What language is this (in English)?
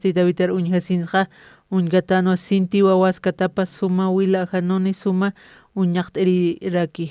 Aymara